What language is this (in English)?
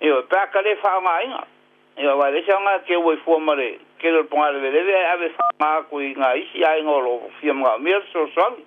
Samoan